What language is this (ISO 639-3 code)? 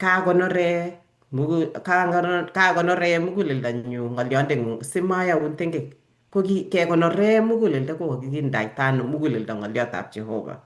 kln